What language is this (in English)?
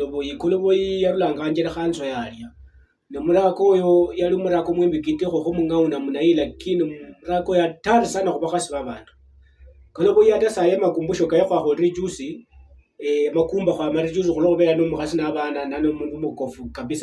Luyia